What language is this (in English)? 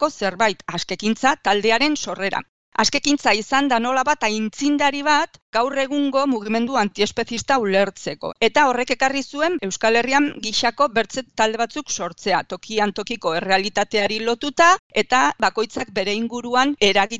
Basque